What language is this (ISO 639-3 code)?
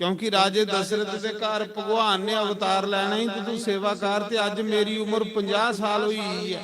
doi